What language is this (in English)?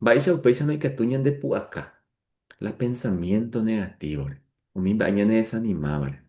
Guarani